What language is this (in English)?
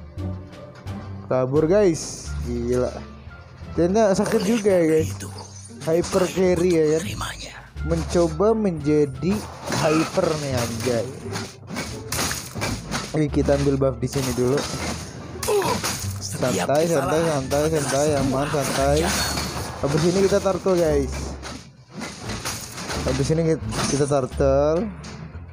Indonesian